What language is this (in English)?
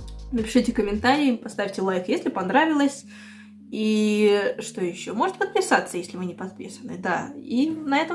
Russian